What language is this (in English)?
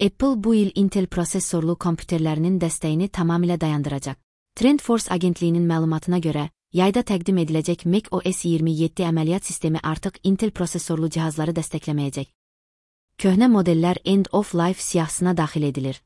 Azerbaijani